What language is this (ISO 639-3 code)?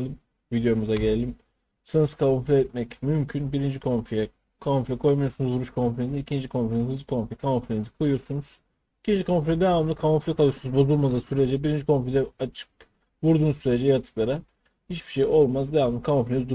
tur